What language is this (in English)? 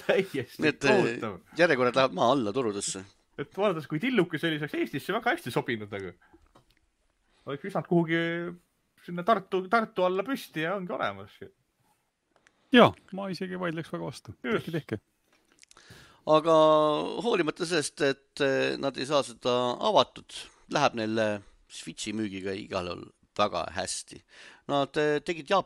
Estonian